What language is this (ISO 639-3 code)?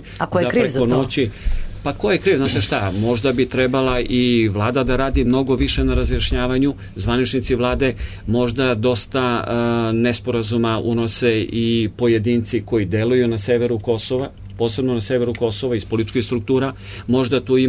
srp